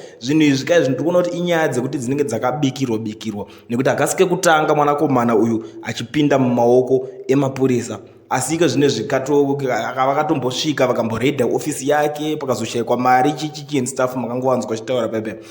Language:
Shona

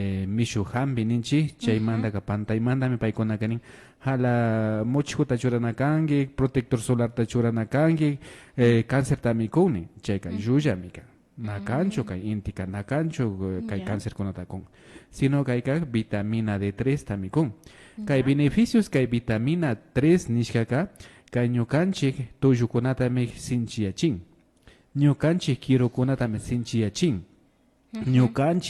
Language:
Imbabura Highland Quichua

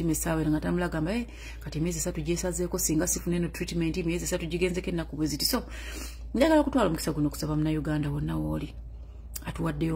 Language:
Ganda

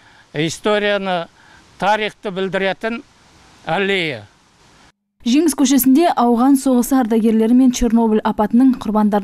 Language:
Kazakh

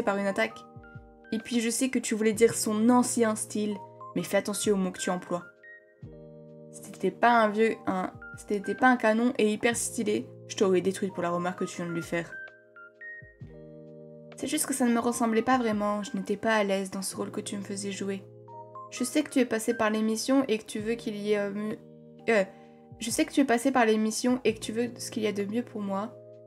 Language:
French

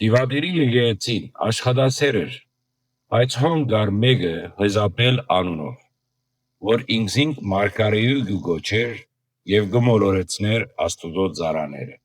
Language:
Western Armenian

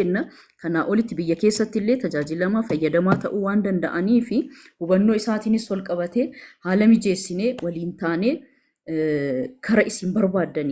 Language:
Oromo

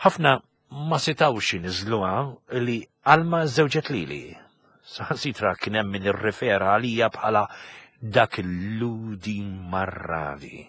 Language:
Maltese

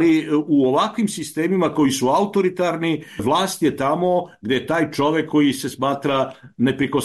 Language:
Serbian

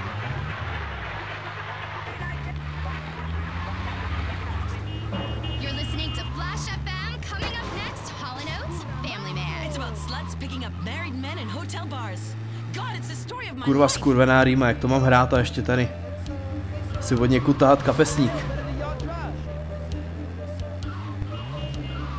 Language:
Czech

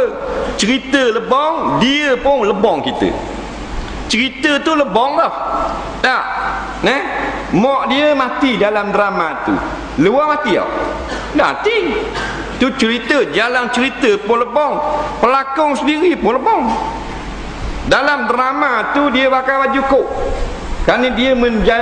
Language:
Malay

